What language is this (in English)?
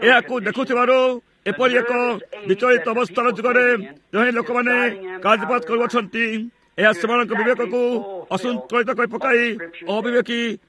Odia